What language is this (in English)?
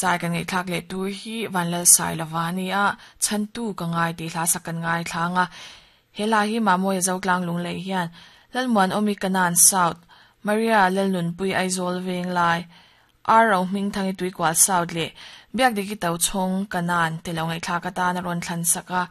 Mizo